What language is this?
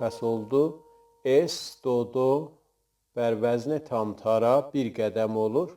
South Azerbaijani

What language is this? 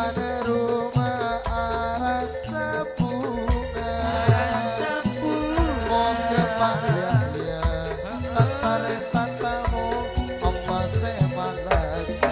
Madurese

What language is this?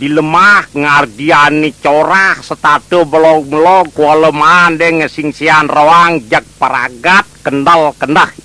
Balinese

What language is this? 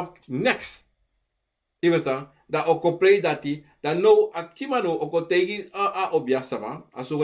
Sranan Tongo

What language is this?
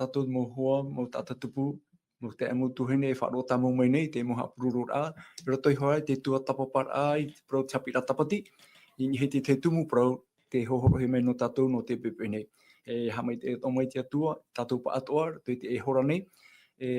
Tahitian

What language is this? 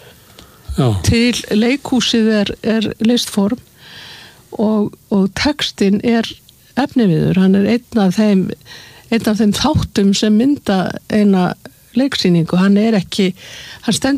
Icelandic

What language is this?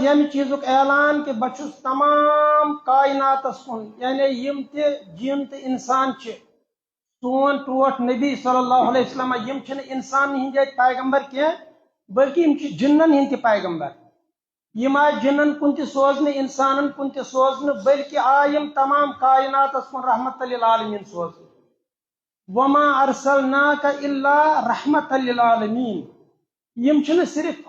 Kashmiri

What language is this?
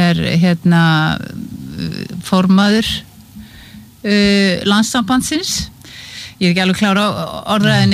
Icelandic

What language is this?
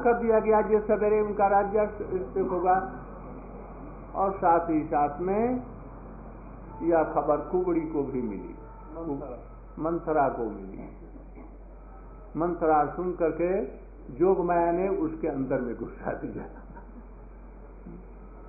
Hindi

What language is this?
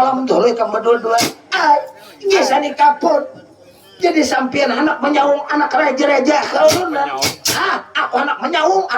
Banjar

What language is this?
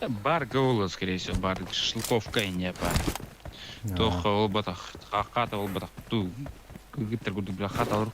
Yakut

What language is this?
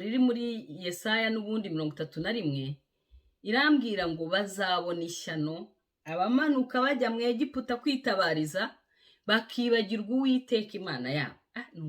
Kinyarwanda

